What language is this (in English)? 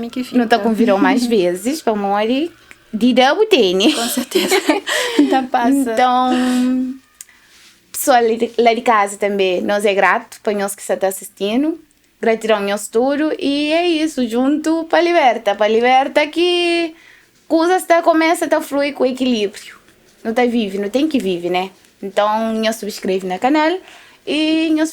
Kabuverdianu